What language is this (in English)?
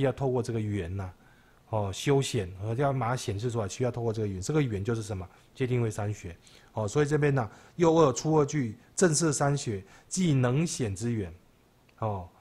Chinese